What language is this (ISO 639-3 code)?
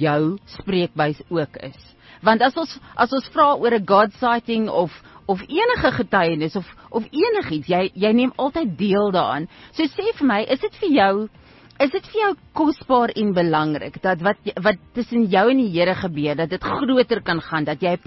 afr